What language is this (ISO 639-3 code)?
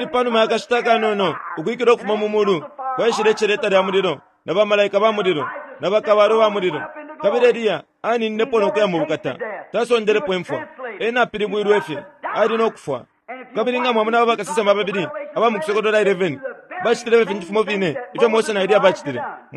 bem